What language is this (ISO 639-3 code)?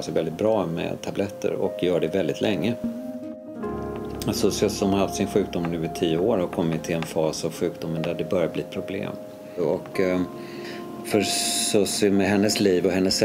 swe